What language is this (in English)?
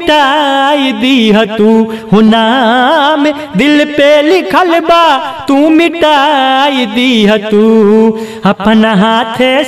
Bhojpuri